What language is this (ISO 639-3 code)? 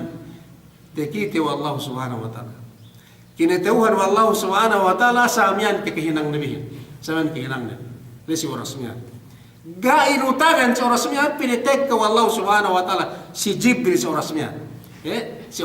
yka